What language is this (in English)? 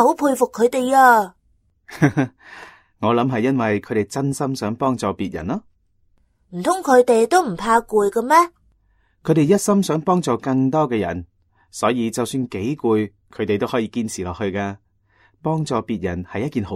Cantonese